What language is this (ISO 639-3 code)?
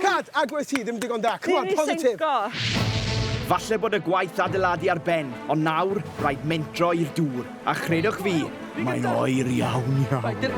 cym